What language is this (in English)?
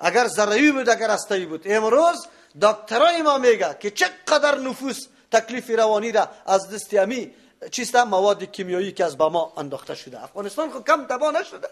Persian